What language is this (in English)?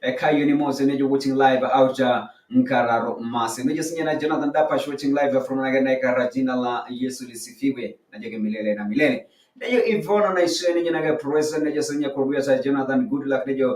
Masai